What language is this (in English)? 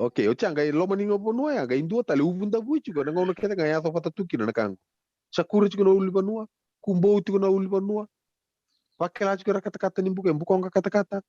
Fijian